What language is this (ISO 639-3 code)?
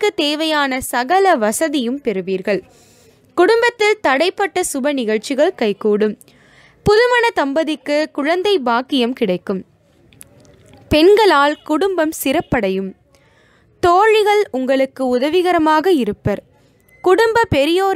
tam